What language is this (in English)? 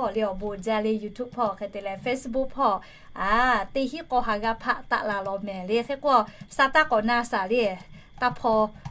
Lahu